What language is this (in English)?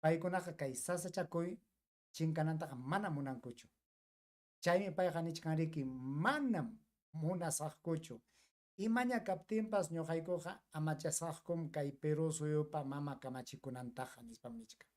Ayacucho Quechua